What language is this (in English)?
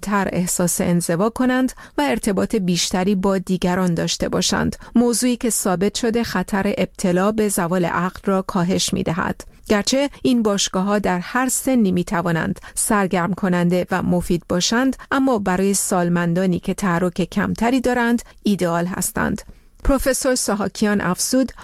Persian